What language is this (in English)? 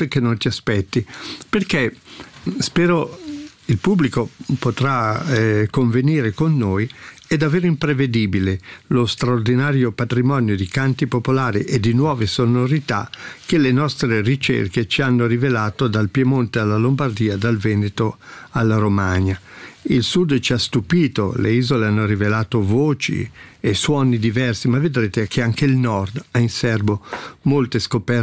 Italian